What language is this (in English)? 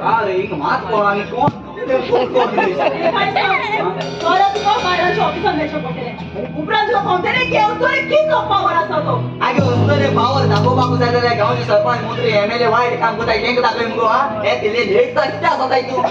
Konkani